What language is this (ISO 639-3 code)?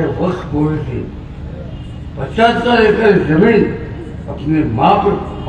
mar